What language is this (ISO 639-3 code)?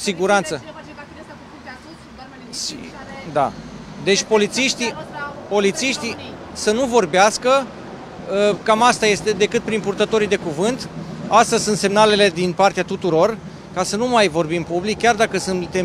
ron